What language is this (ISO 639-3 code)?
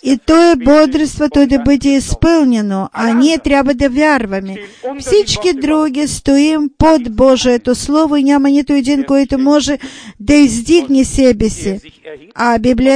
bul